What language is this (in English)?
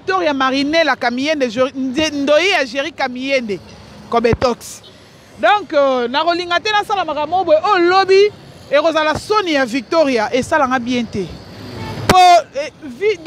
Lingala